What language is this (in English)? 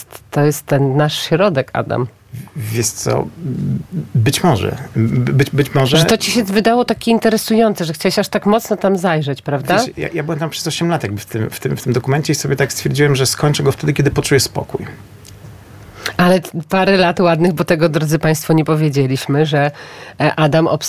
Polish